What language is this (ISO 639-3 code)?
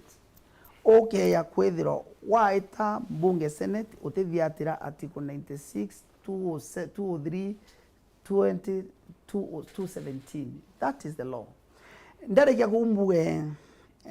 mer